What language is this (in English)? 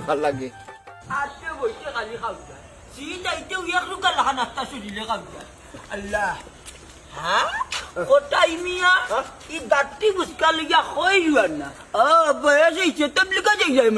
Sylheti